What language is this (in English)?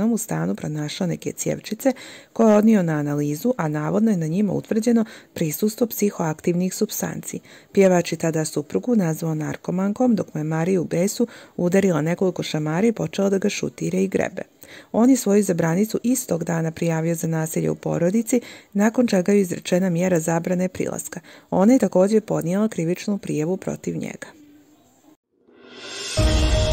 Bosnian